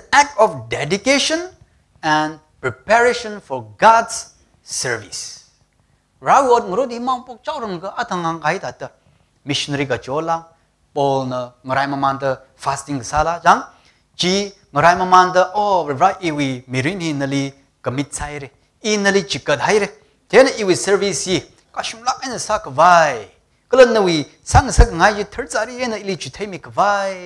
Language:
Tangkhul Naga (India)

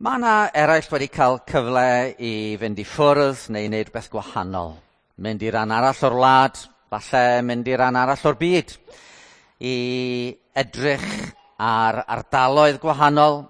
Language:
Welsh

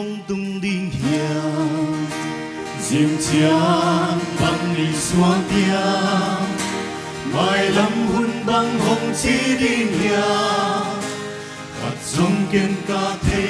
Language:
Paite Chin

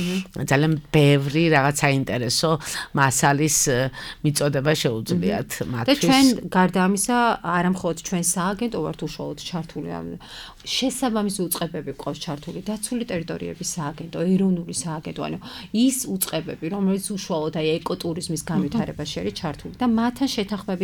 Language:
Georgian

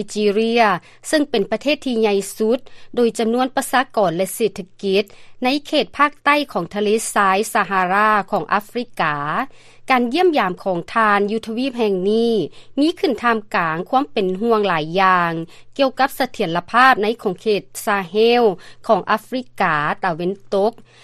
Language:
Lao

